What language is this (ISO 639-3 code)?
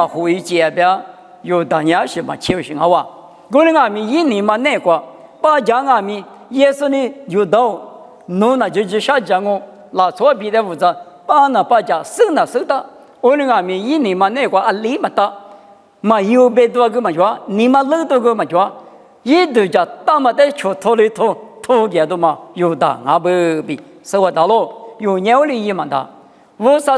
lis